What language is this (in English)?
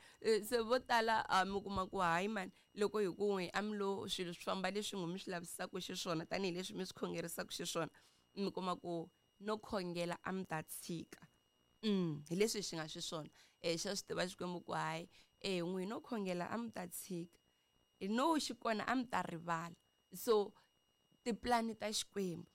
Tsonga